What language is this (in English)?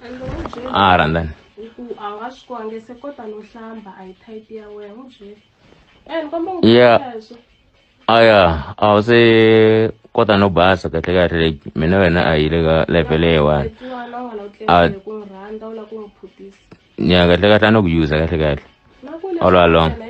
Tsonga